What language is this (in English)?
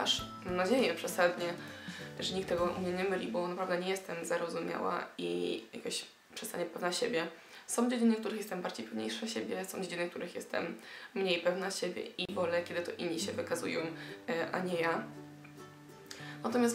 Polish